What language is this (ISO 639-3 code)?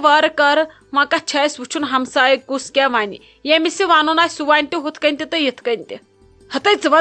kas